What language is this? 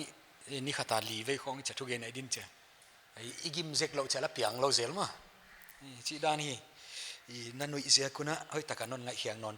Paite Chin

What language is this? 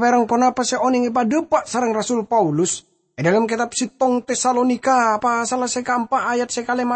Madurese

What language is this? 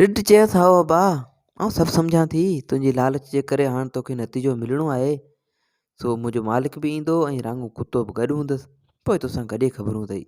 Sindhi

